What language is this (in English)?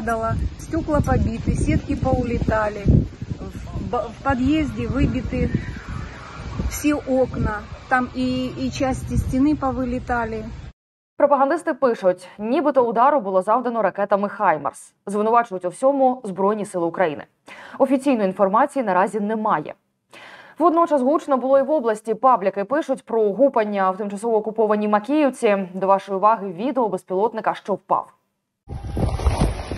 Ukrainian